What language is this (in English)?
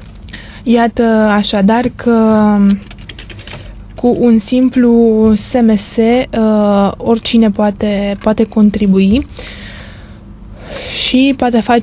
Romanian